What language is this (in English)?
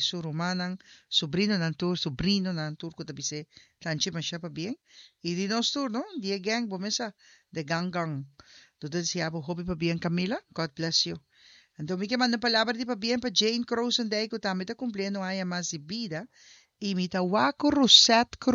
Papiamento